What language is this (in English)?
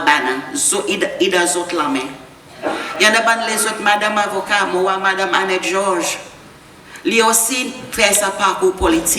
Seselwa Creole French